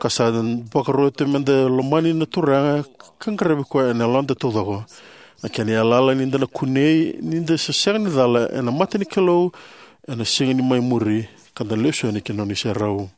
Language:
Fijian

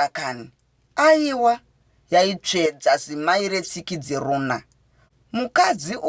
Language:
Shona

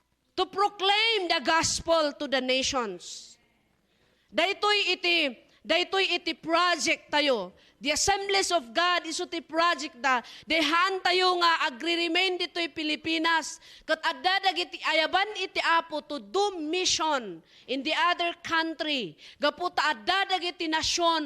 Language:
Iloko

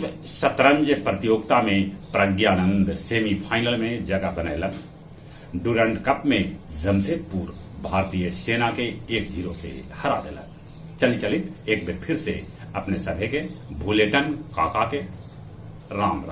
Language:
Magahi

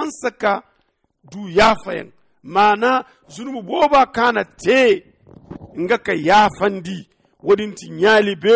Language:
Zarma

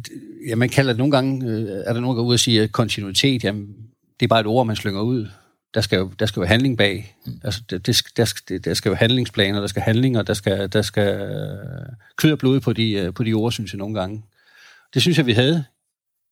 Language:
Danish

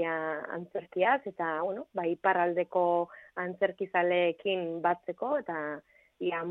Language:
Basque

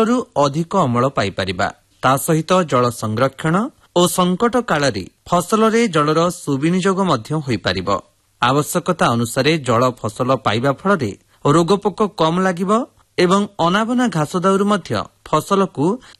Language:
Odia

